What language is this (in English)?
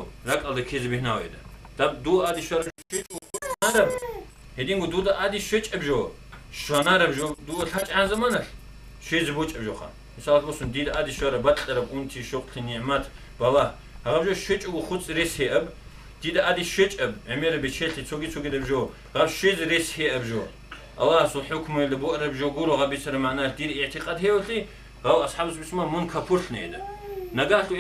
Avaric